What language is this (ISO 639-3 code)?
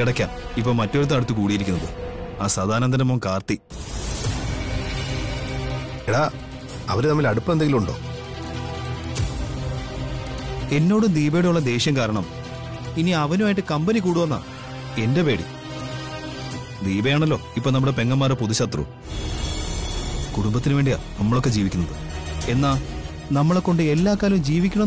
mal